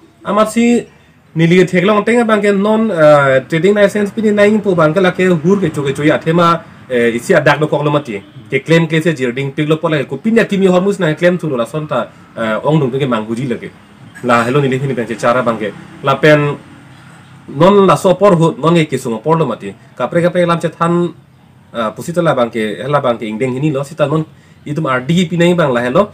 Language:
Karbi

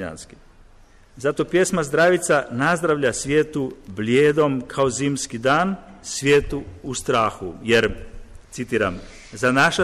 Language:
Croatian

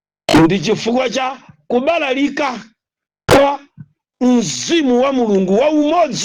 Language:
Nyanja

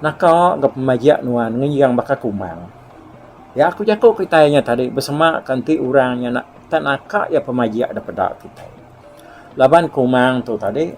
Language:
Iban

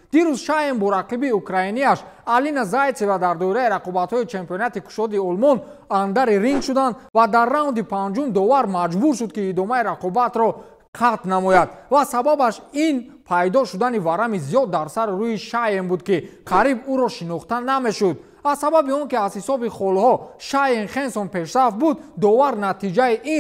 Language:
Tajik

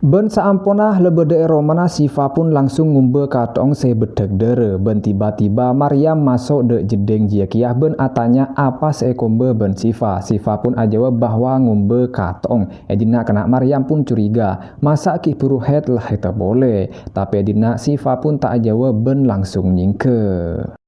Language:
Madurese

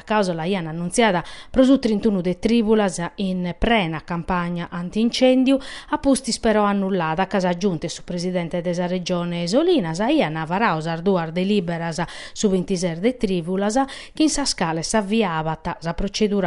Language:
Sardinian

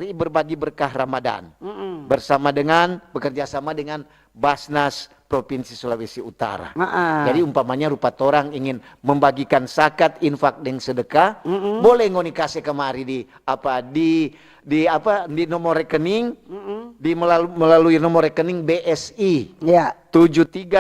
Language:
Manado Malay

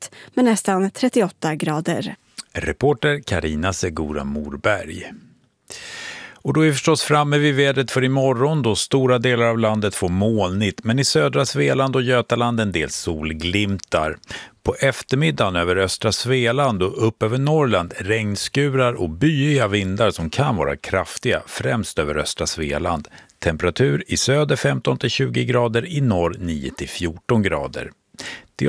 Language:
Swedish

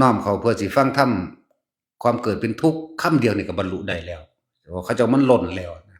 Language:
Lao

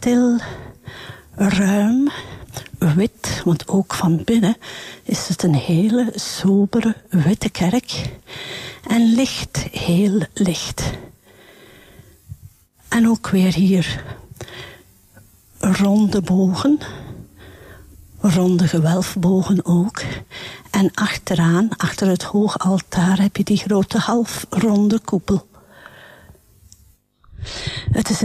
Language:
Dutch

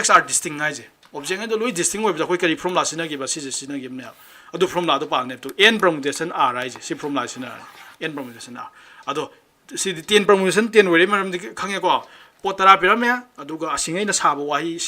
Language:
Manipuri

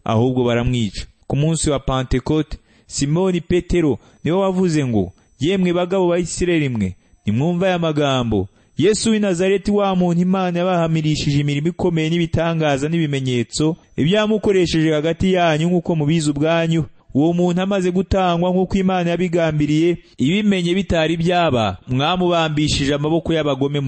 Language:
Kinyarwanda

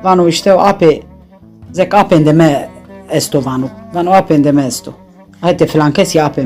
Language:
Zaza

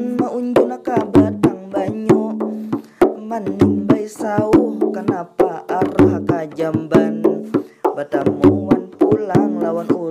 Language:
Banjar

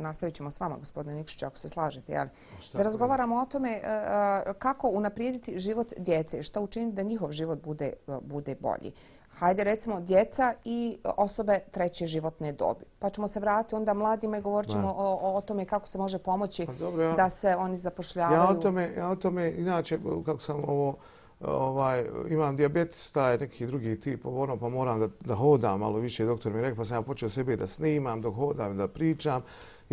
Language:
Bosnian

